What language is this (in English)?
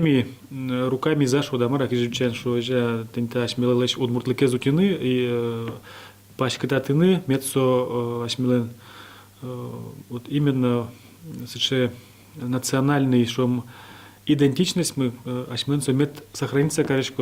Udmurt